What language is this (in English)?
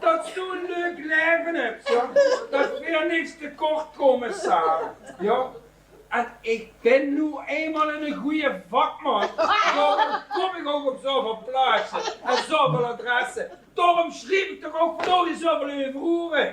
Limburgish